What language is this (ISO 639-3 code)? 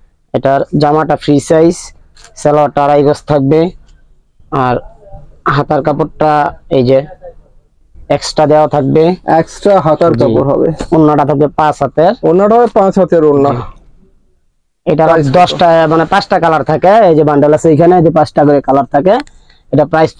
ben